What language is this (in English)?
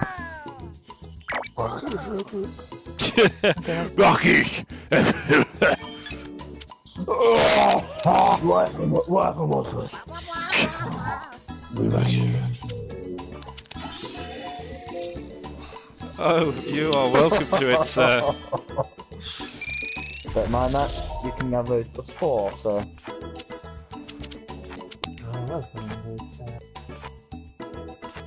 English